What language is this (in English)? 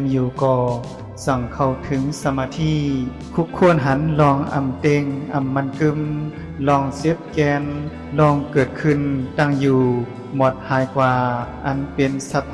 Shan